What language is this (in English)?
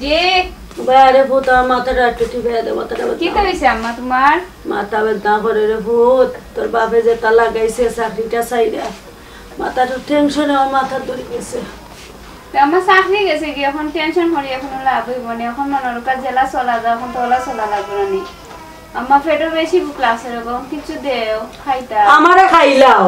Sylheti